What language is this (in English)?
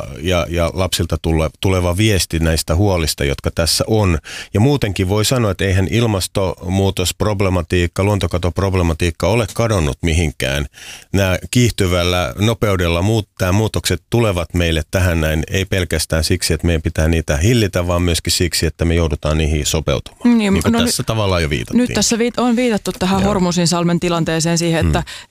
Finnish